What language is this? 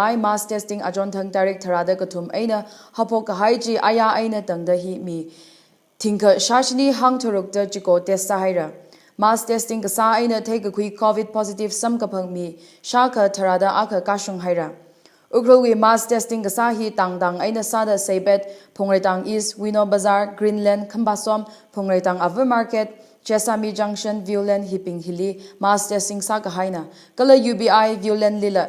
Tangkhul Naga (India)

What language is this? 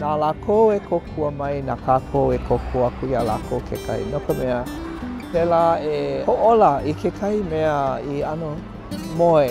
Hawaiian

